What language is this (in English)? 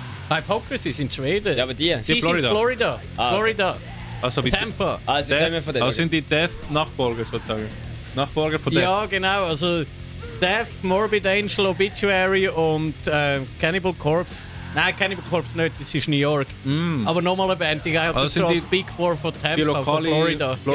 Swiss German